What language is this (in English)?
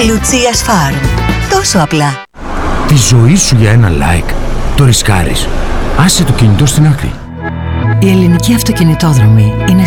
Greek